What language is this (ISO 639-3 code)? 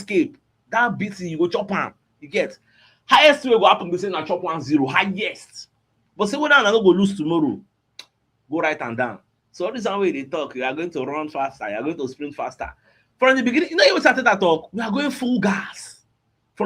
pcm